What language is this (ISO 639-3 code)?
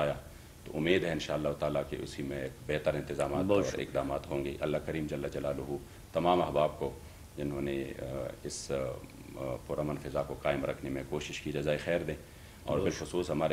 urd